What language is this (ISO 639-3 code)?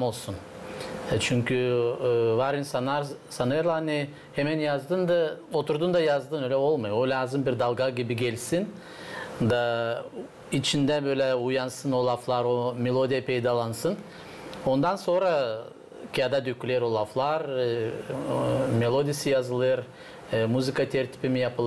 gag